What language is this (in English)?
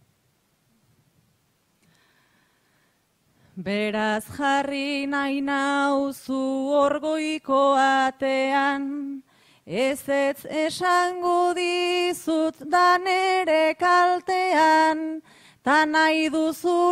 Basque